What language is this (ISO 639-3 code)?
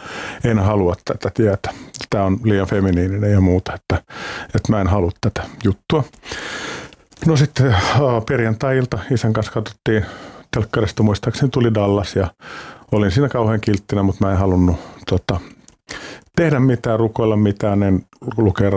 fin